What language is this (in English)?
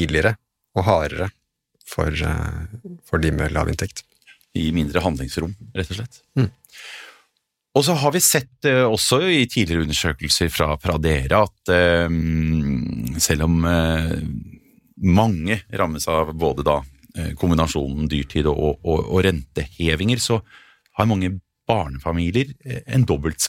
Norwegian